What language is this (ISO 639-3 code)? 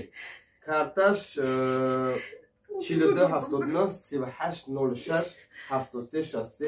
tgk